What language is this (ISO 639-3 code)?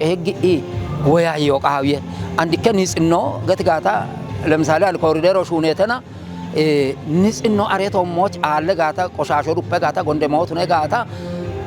kbr